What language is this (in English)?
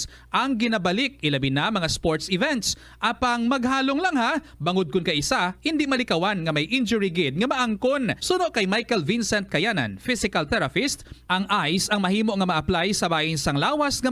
Hiligaynon